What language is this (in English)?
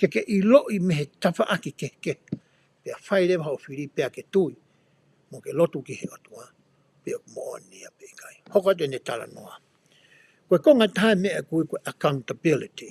Tongan